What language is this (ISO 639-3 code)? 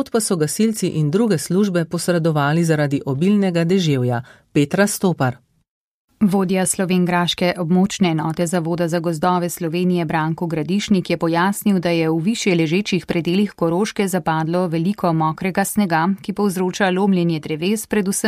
slv